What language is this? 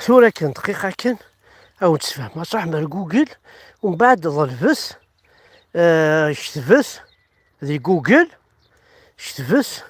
Kabyle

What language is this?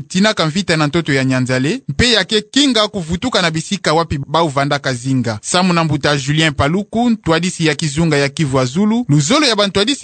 Kituba (Democratic Republic of Congo)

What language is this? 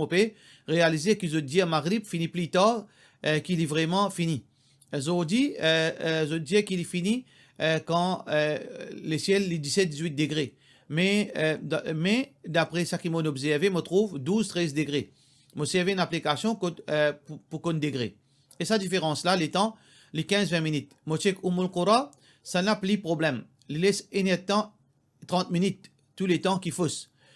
Morisyen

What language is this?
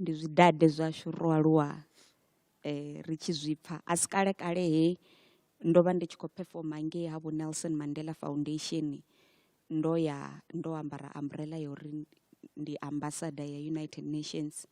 Venda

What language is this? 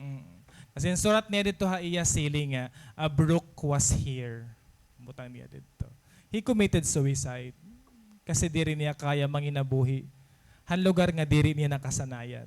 Waray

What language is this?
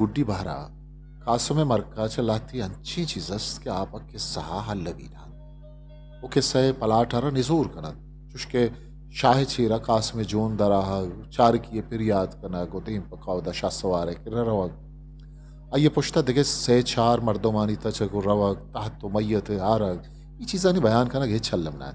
Eastern Balochi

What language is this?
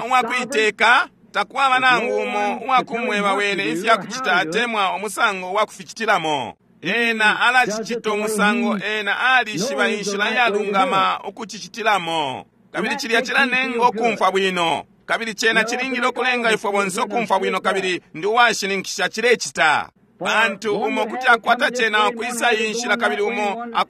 Bemba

